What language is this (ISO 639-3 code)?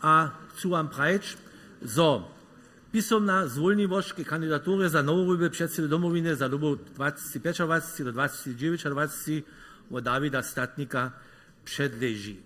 hsb